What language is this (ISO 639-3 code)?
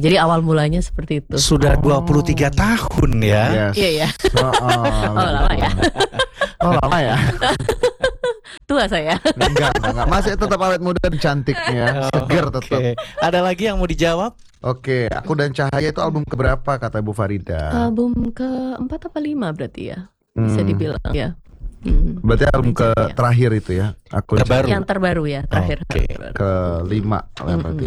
ind